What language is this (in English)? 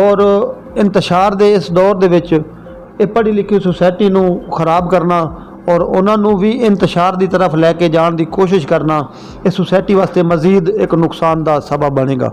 Saraiki